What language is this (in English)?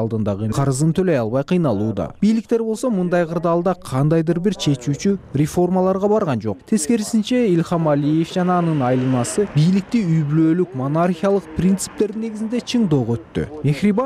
Kyrgyz